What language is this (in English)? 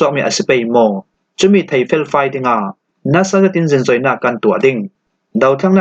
Falam Chin